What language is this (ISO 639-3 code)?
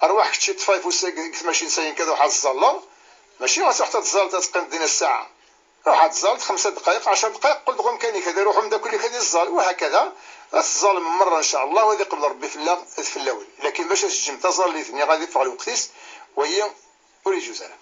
kab